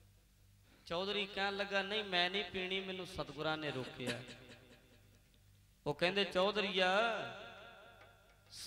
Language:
Punjabi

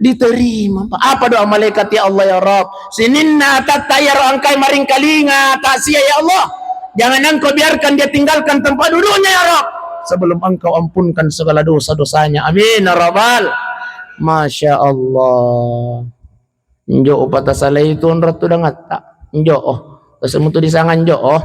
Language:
Buginese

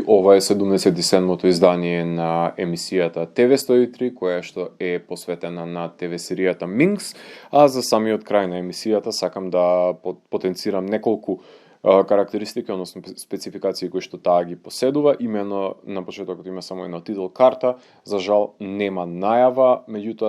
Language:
Macedonian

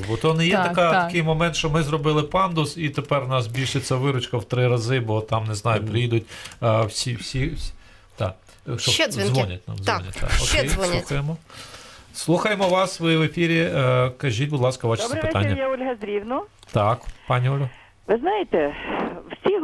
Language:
Ukrainian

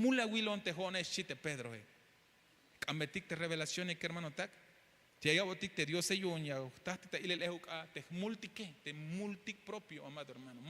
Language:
Tzeltal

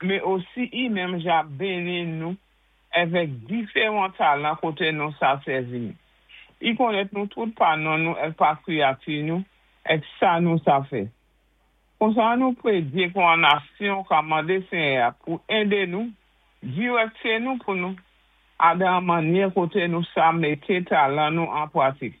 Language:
Saint Lucian Creole French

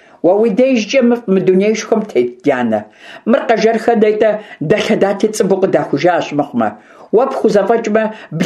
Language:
Kabardian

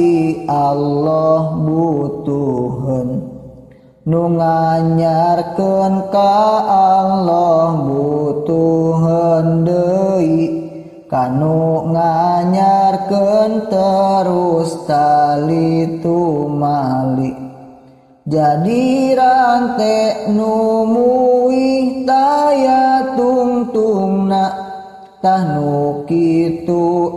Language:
Sundanese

